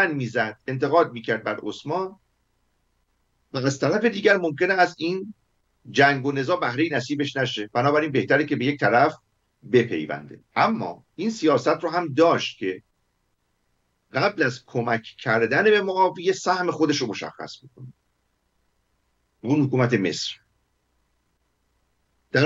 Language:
Persian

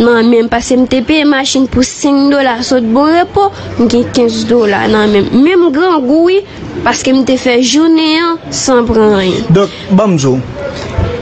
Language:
Haitian Creole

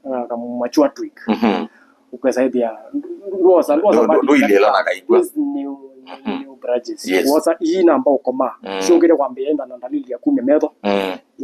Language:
Kamba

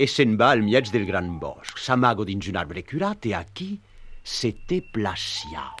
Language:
Occitan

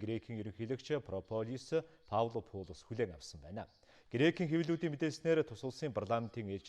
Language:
Mongolian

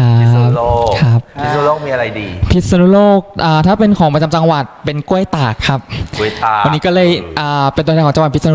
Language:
Thai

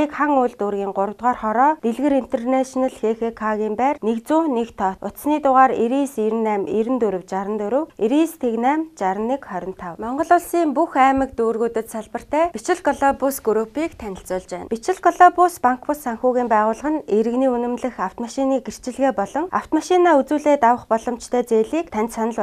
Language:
Mongolian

